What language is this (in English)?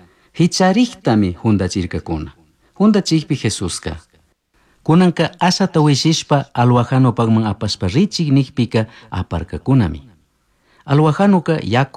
Chimborazo Highland Quichua